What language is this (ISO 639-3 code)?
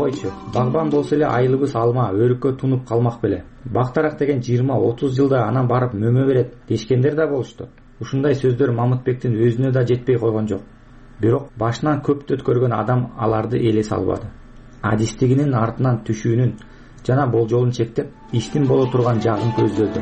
kir